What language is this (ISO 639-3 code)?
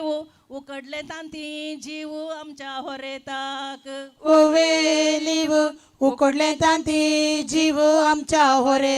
kok